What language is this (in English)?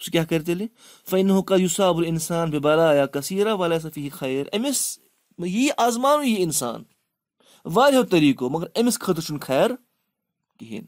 Kashmiri